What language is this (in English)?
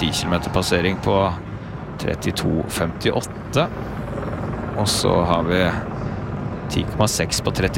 Norwegian